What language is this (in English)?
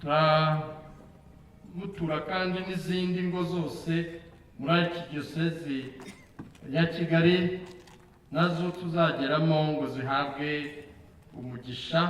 Kinyarwanda